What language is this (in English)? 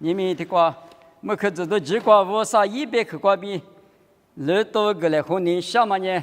Lisu